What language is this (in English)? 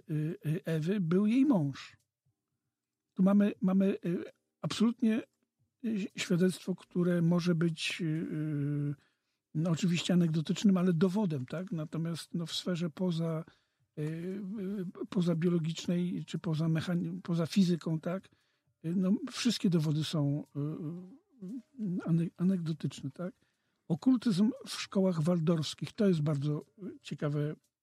Polish